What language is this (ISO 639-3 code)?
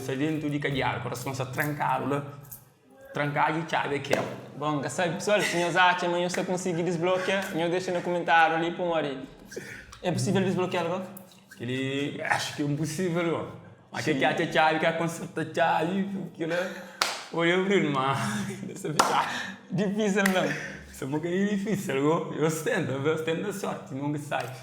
kea